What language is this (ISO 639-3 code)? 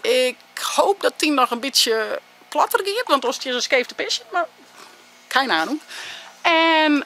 fry